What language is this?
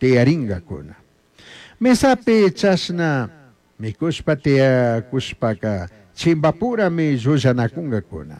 Chimborazo Highland Quichua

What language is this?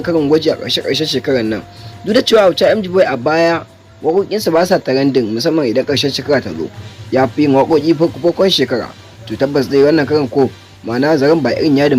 Hausa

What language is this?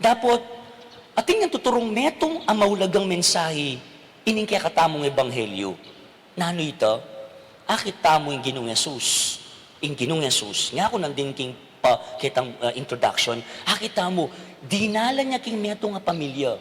Pampanga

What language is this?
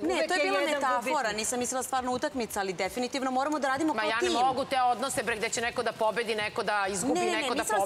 Serbian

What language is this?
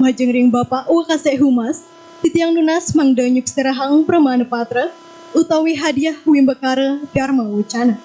Balinese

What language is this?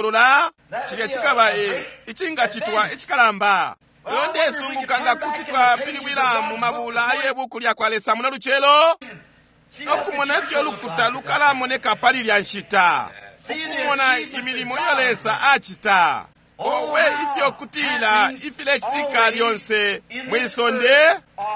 Bemba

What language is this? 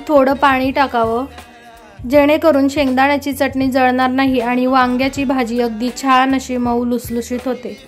Marathi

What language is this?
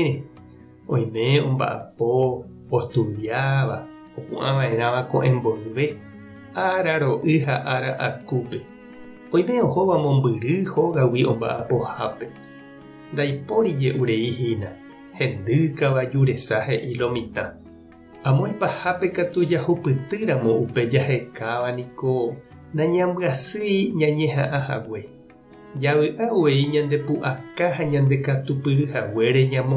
Guarani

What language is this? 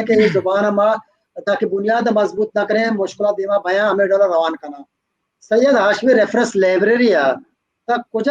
Baluchi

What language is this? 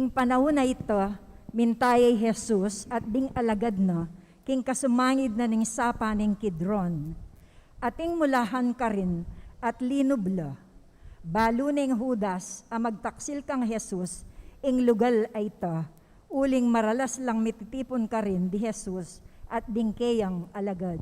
Pampanga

